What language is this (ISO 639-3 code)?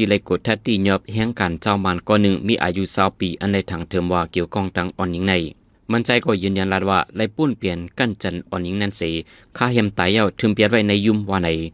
shn